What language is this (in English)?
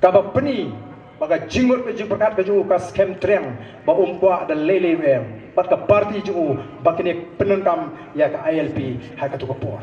Khasi